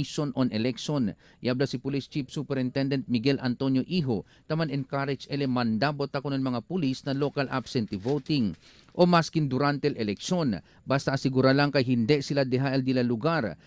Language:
Chavacano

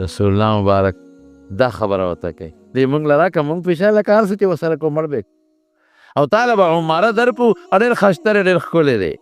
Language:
Pashto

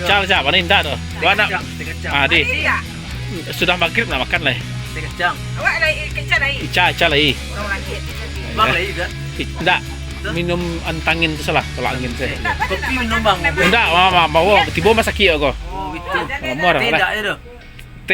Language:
Minangkabau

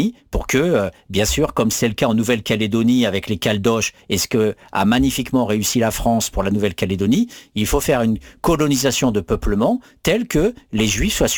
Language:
French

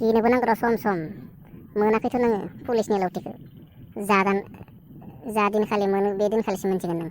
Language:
Bodo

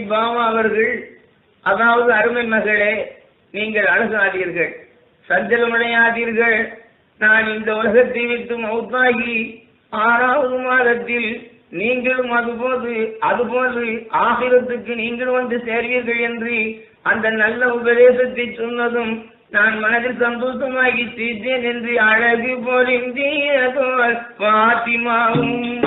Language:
Tamil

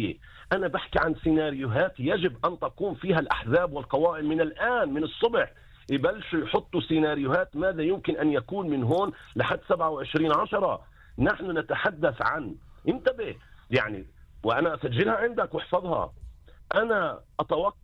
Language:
North Levantine Arabic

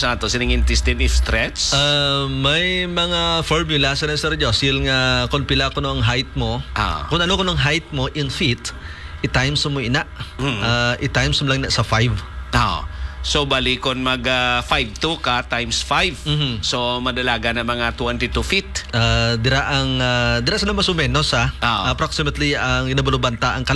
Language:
Hiligaynon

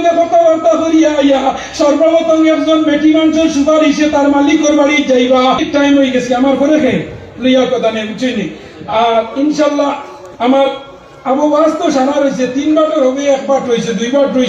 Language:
Sylheti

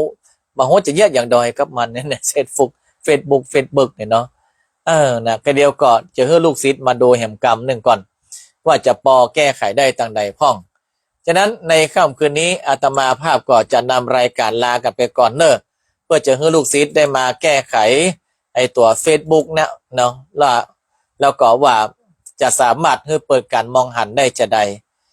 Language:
Northern Thai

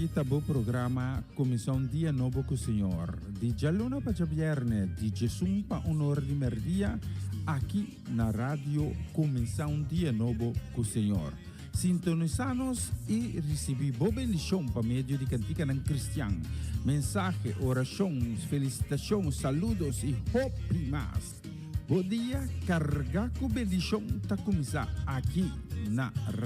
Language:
Papiamento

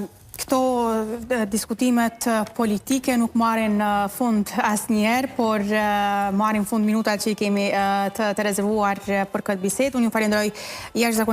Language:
Albanian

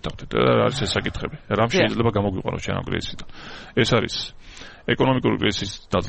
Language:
Georgian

